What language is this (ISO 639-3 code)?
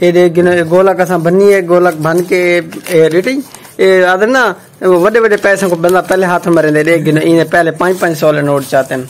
skr